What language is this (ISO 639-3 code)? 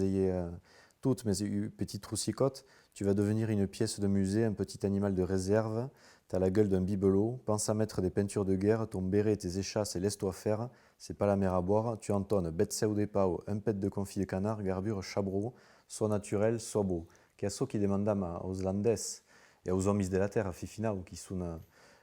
oci